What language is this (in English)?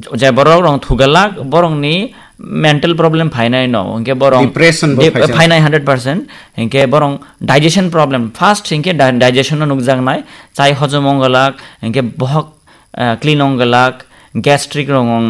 Kok Borok